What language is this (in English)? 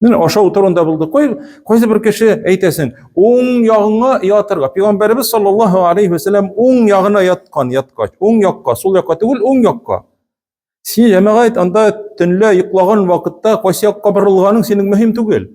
Tatar